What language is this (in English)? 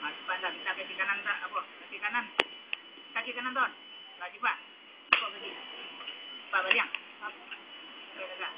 Minangkabau